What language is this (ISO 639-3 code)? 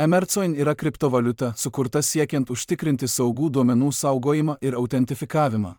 lit